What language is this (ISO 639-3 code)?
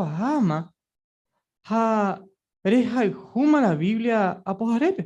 grn